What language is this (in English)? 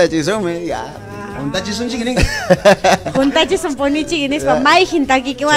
Ayacucho Quechua